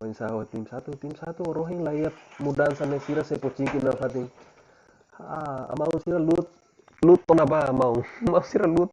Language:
Tetum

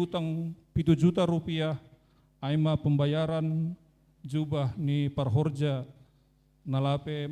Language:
Batak Simalungun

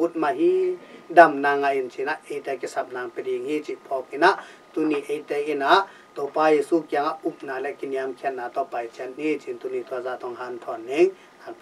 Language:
Tedim Chin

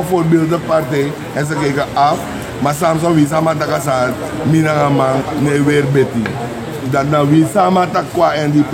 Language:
Sranan Tongo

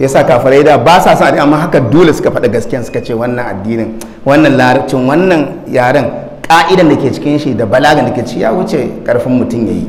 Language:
Hausa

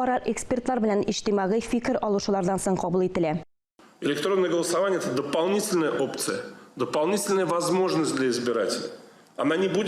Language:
Tatar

